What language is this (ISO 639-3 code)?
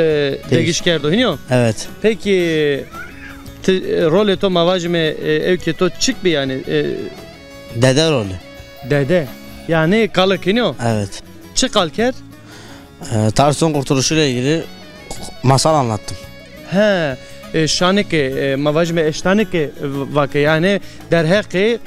zza